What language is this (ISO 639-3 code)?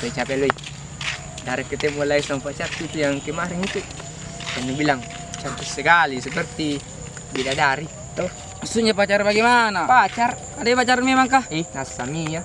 mfp